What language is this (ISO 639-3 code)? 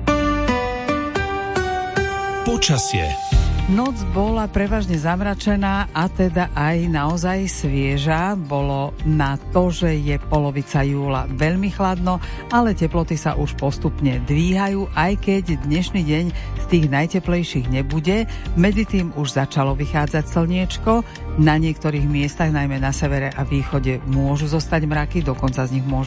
slk